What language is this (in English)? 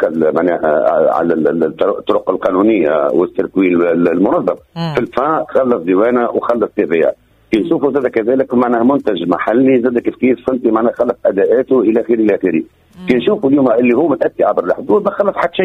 Tunisian Arabic